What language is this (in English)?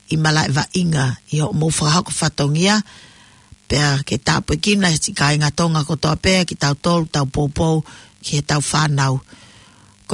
Tongan